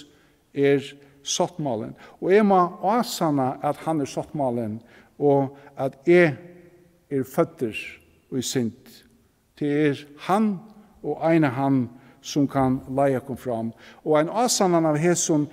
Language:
Faroese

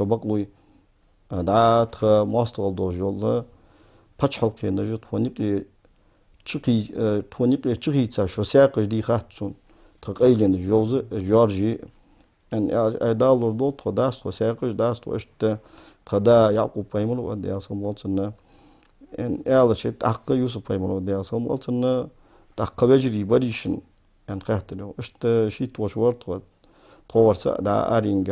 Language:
Ingush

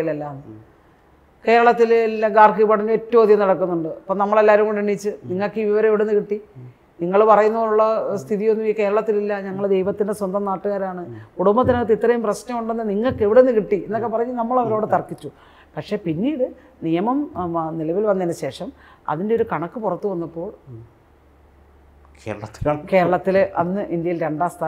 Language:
Malayalam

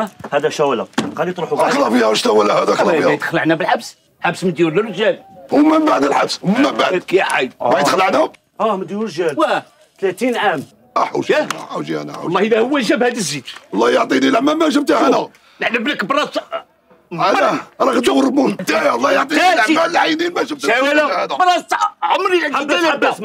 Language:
Algerian Arabic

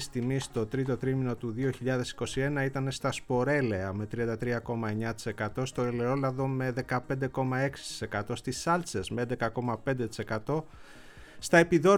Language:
Greek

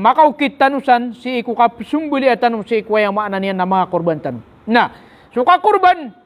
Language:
Maranao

